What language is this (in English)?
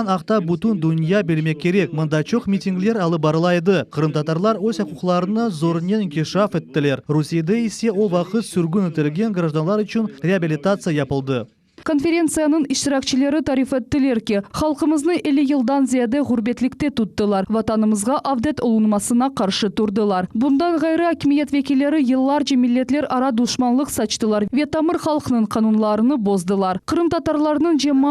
Crimean Tatar